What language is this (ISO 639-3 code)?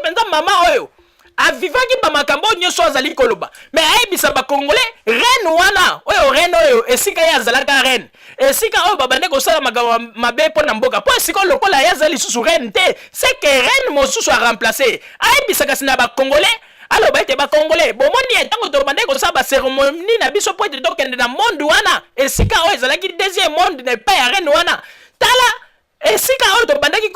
lin